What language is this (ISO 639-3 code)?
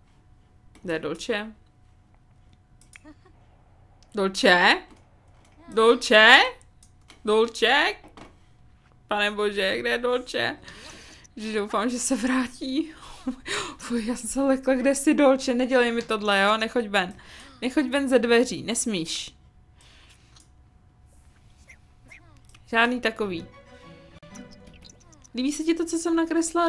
ces